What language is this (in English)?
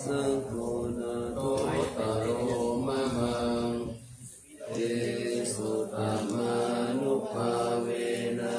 Pali